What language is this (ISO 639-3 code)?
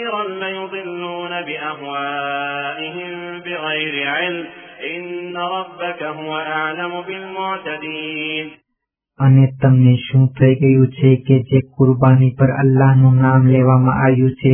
guj